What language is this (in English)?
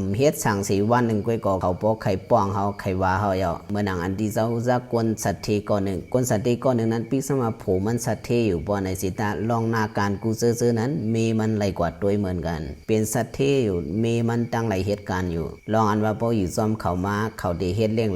Shan